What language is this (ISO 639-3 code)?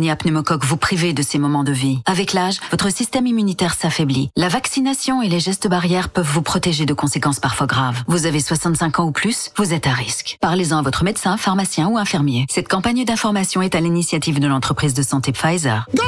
fra